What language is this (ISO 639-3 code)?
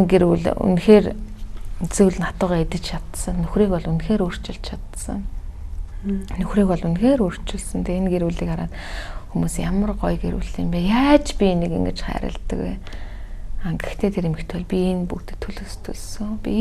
mon